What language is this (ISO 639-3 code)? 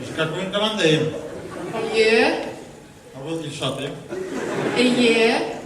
bak